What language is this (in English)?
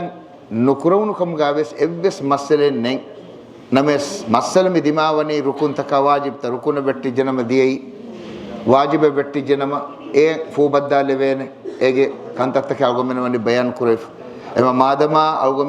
Divehi